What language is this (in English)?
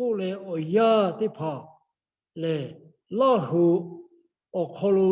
Lahu